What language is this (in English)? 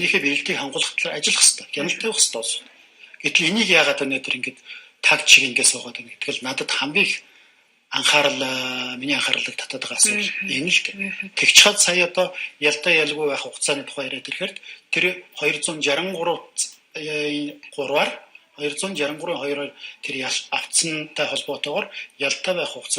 Mongolian